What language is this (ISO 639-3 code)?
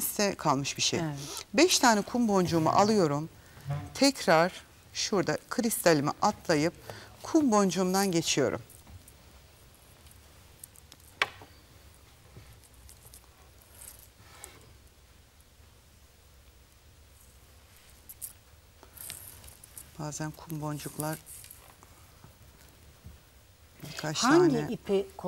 tur